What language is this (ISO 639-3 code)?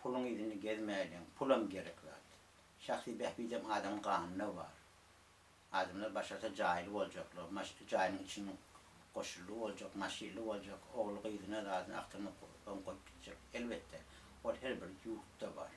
tuk